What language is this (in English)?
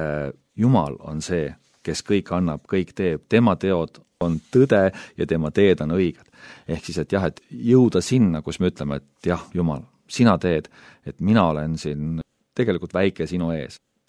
Estonian